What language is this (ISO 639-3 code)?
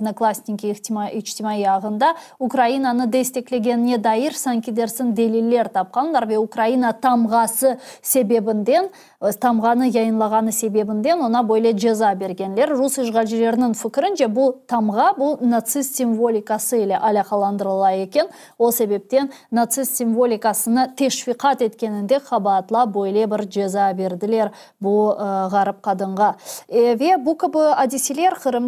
crh